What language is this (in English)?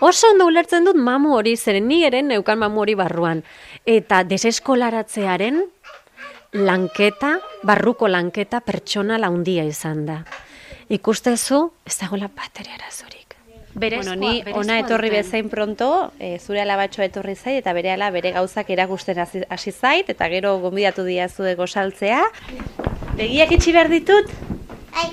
Basque